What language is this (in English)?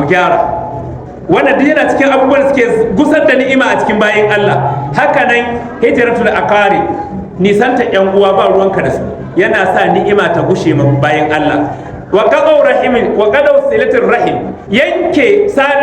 Hausa